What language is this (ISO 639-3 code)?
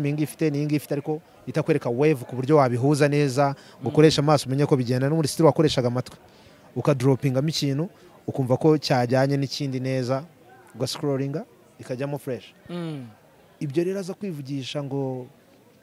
kin